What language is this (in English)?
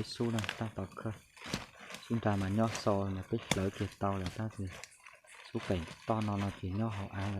Hmong